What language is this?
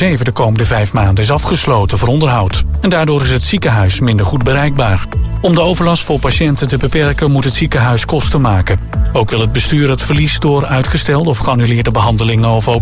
Dutch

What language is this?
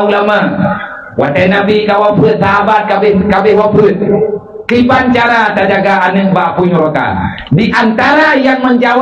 Achinese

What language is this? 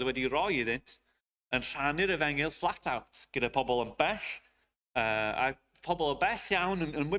Welsh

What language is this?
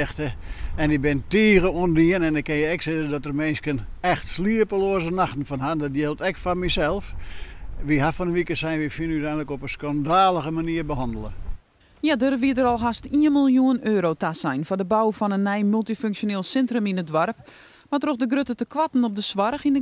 Western Frisian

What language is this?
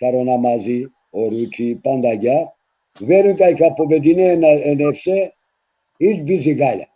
Balkan Romani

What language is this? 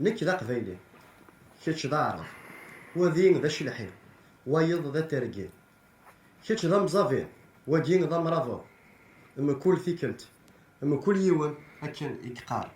Kabyle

